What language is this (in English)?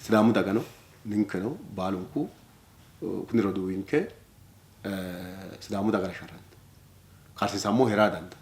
Sidamo